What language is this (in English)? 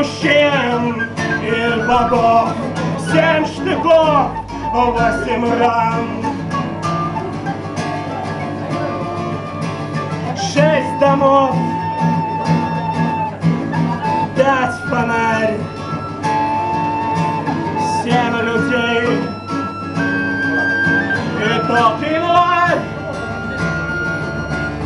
Russian